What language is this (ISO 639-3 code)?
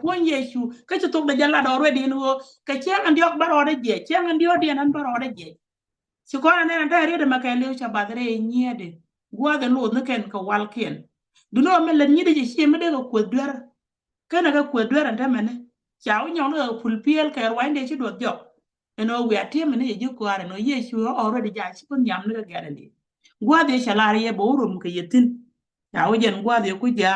nus